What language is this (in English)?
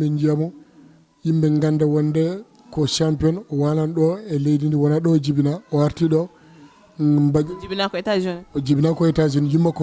Fula